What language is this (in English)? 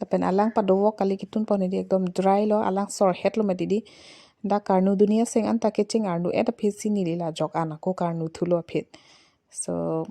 Karbi